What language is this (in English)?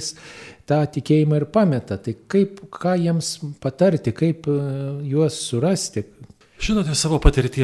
Lithuanian